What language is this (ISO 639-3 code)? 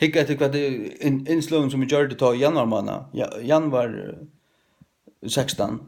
fao